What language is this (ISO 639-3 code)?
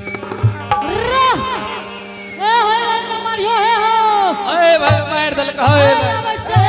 anp